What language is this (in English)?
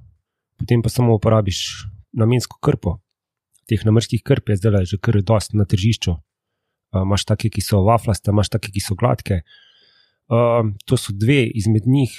Slovenian